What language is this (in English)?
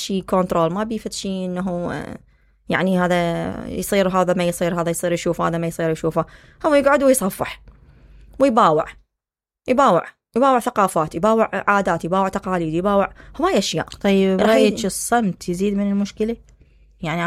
Mesopotamian Arabic